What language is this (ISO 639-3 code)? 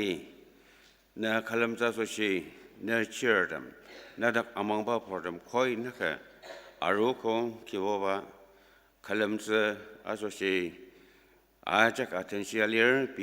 njo